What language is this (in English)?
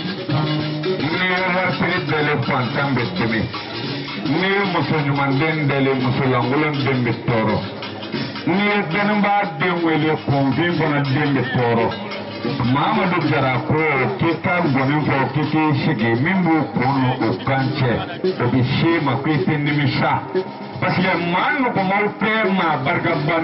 Bambara